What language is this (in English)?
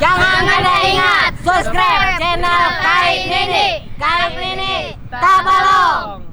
Banjar